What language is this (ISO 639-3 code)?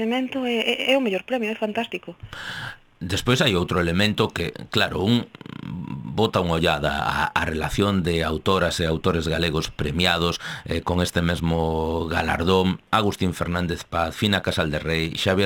glg